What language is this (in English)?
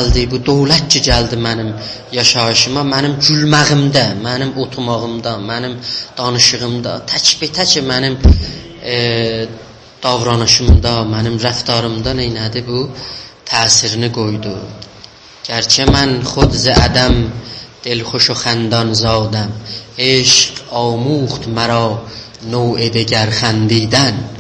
South Azerbaijani